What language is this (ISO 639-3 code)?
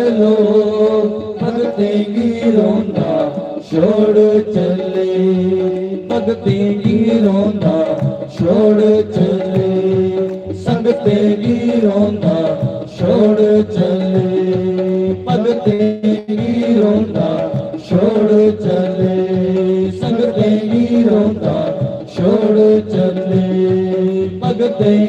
doi